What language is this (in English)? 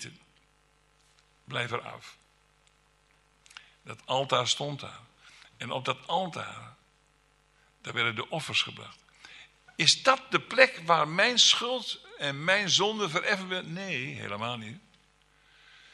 Dutch